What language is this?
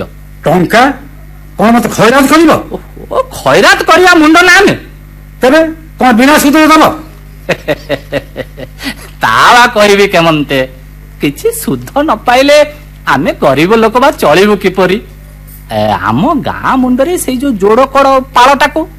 Odia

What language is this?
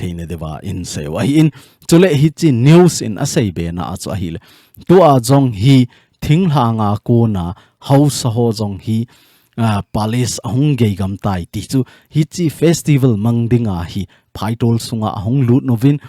Thado Chin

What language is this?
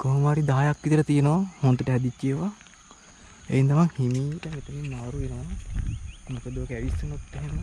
Sinhala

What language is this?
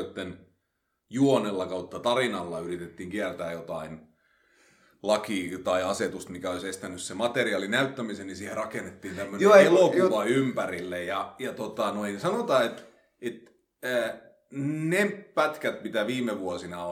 Finnish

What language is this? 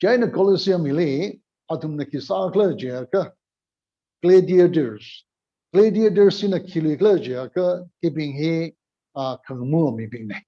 Tangkhul Naga (India)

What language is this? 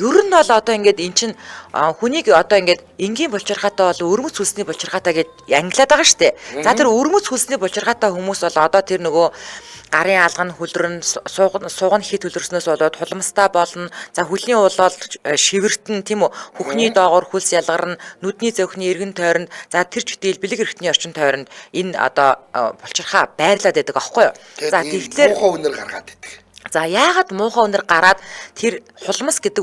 Mongolian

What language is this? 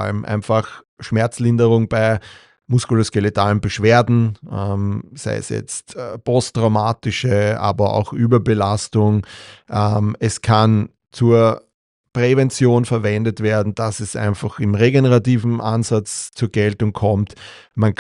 German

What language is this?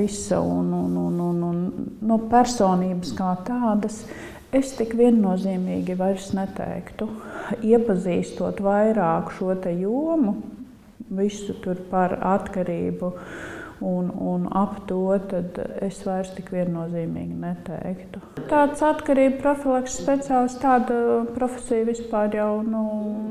Latvian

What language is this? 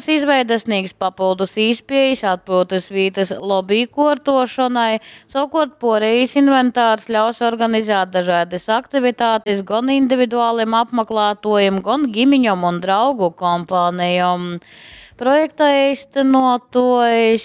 Latgalian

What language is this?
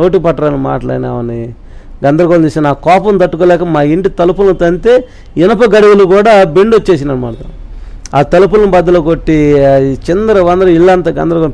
Telugu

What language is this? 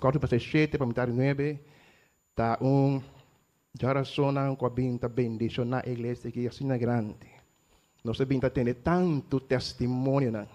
Papiamento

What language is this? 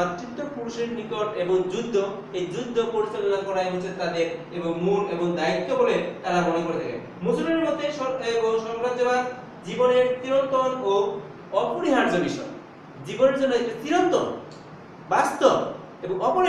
Bangla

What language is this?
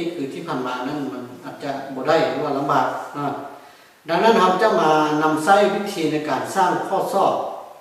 Lao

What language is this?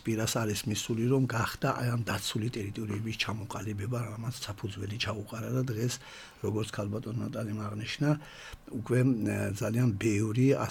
Georgian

